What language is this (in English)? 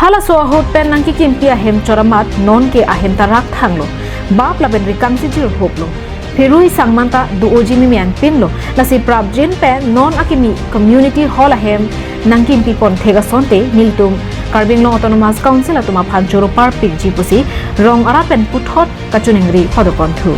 Karbi